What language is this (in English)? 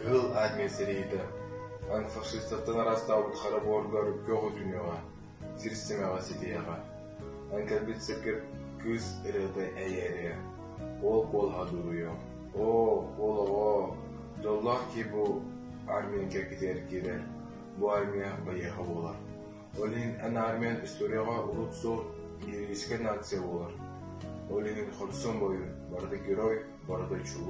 Yakut